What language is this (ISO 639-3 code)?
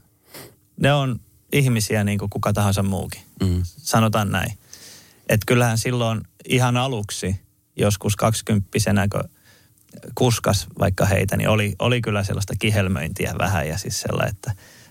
fin